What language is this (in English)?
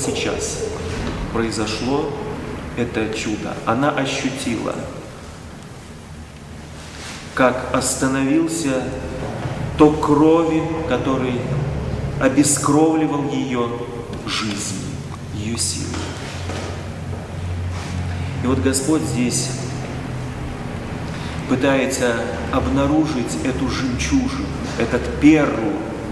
Russian